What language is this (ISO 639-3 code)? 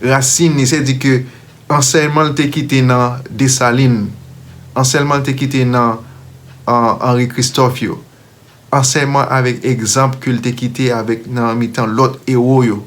hat